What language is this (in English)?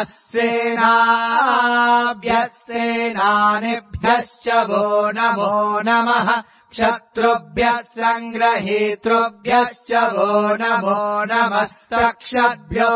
Sanskrit